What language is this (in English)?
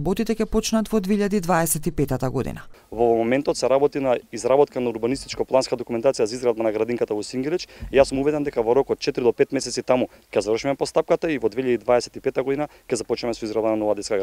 Macedonian